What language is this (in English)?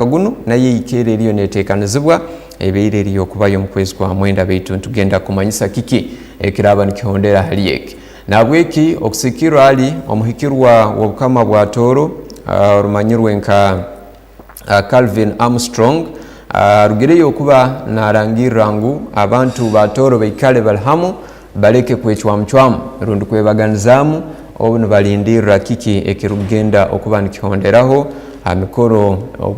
Tooro